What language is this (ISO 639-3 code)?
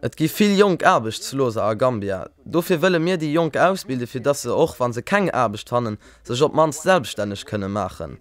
ltz